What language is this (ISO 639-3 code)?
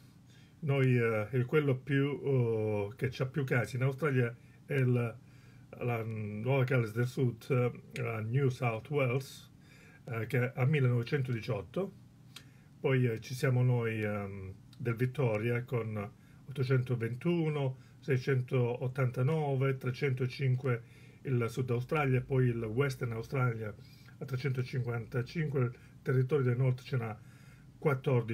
ita